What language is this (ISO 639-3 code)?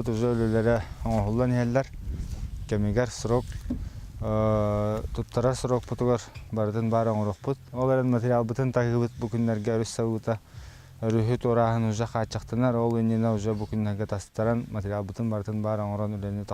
sah